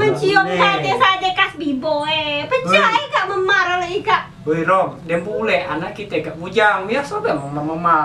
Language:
Musi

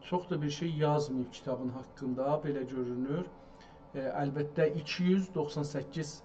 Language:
South Azerbaijani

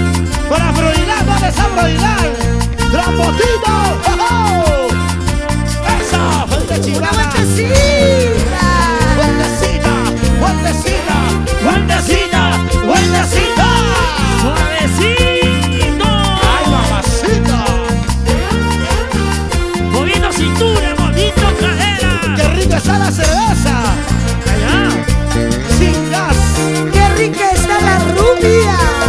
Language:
Spanish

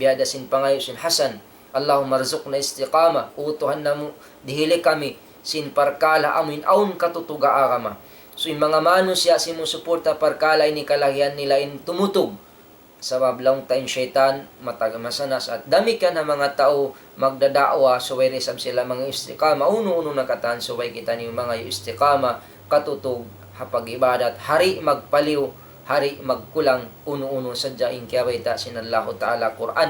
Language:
Tausug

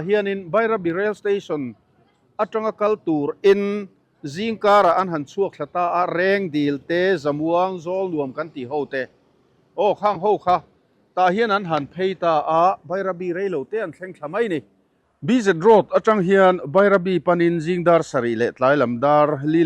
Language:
Mizo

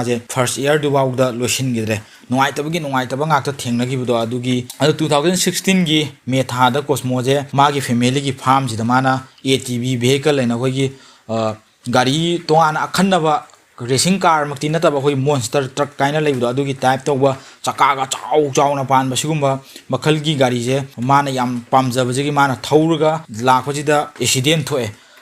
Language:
Manipuri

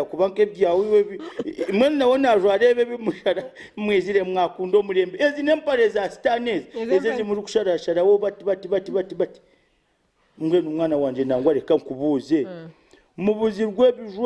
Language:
Nyankole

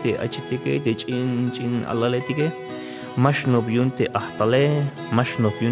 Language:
Tzeltal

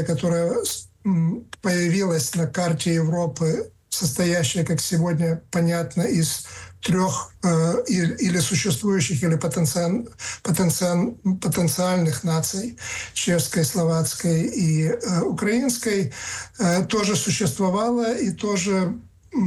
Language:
Russian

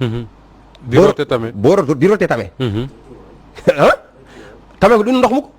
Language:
Wolof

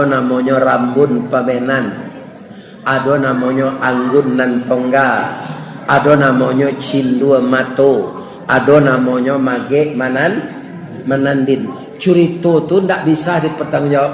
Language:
Minangkabau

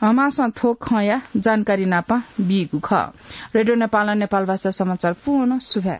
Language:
Newari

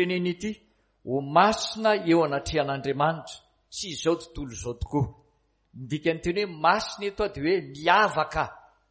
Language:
Malagasy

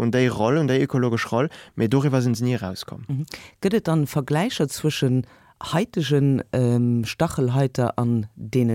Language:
Luxembourgish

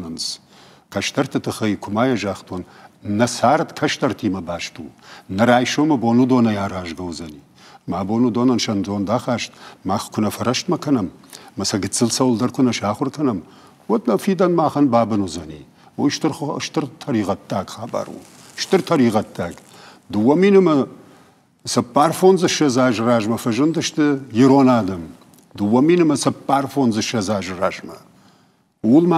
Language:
Ossetic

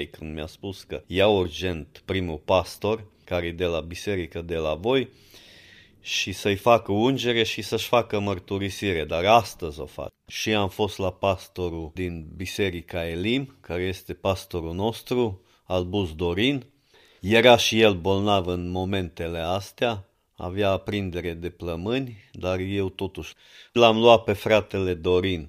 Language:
Romanian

